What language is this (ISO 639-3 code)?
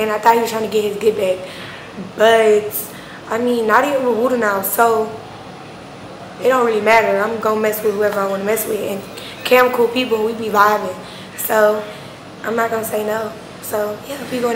eng